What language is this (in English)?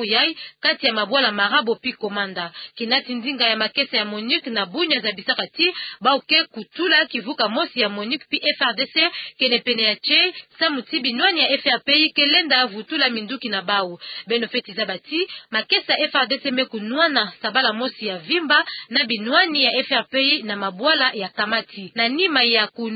Kituba (Democratic Republic of Congo)